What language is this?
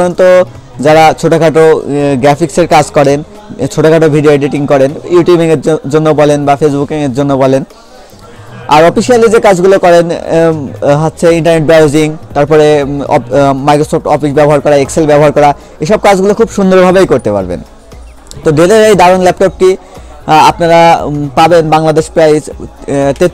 Bangla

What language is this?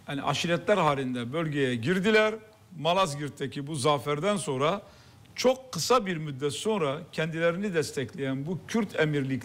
Turkish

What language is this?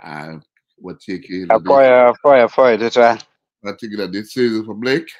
Acoli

